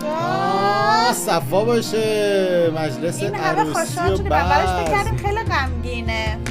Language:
Tajik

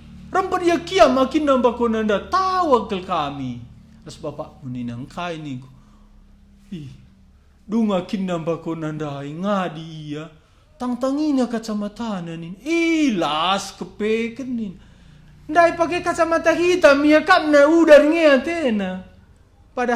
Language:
Batak Karo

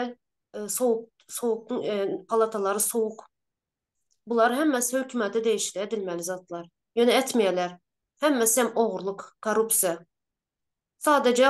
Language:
Turkmen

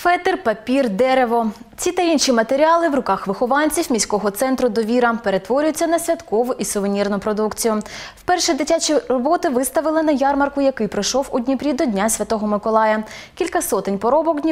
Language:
Ukrainian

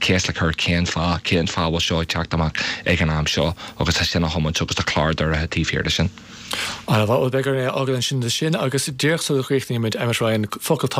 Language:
Irish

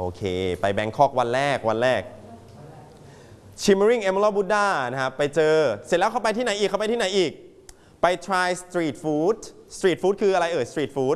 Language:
Thai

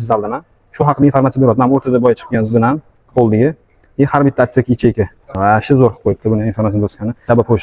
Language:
Uzbek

